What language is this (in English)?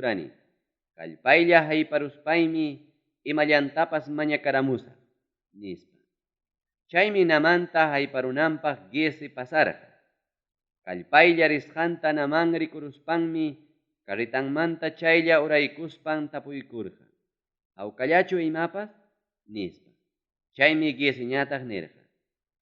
Ayacucho Quechua